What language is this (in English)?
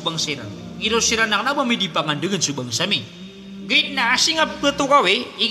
Maranao